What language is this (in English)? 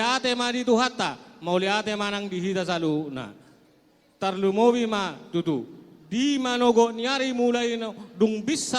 Batak Toba